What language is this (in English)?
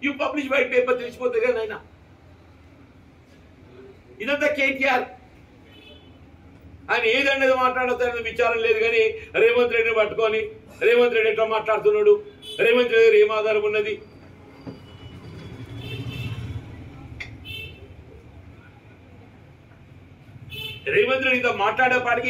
Telugu